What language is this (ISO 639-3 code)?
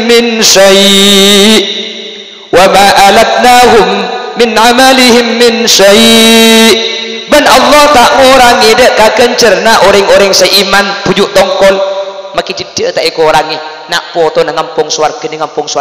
mad